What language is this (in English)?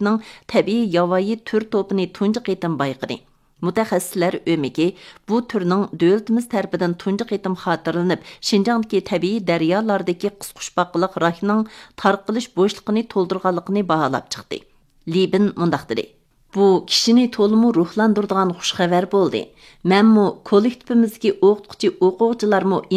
Uyghur